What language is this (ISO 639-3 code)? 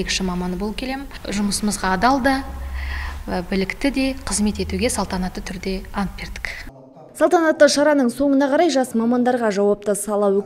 kaz